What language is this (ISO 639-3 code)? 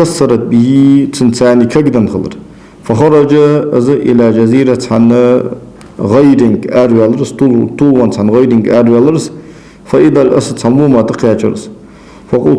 inh